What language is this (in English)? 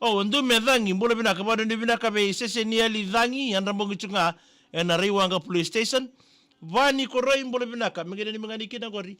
Fijian